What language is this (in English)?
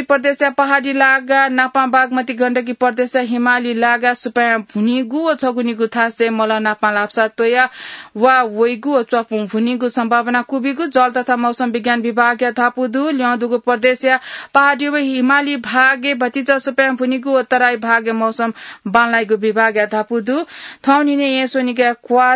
Newari